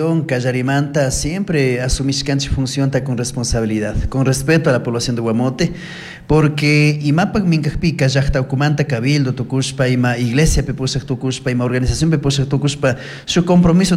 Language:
Chimborazo Highland Quichua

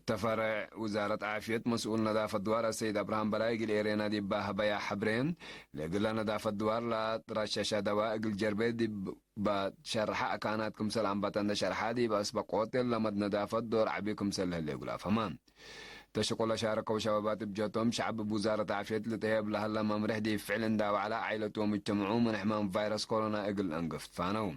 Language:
Tigre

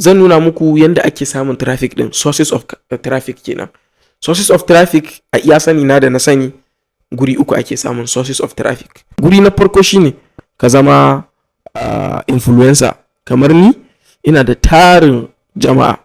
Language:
Hausa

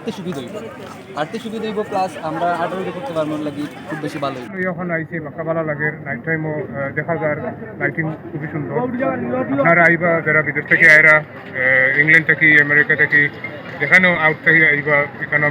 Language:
Sylheti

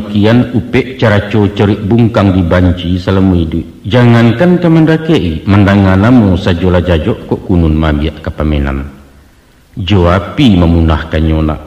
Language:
Minangkabau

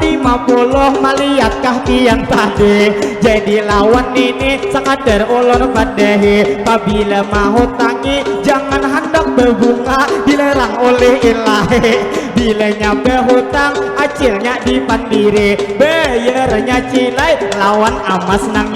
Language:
Banjar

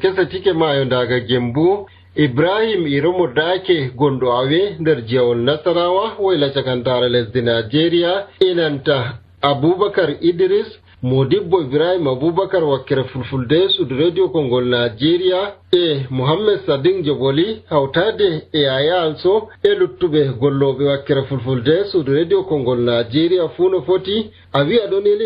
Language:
Nigerian Fulfulde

